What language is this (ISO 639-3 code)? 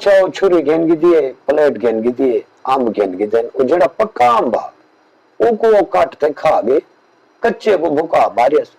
skr